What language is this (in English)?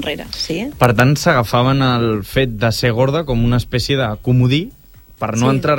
Catalan